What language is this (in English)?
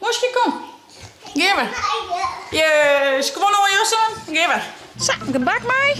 Western Frisian